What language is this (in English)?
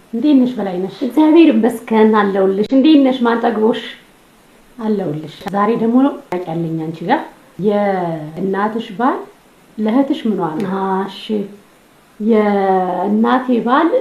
Amharic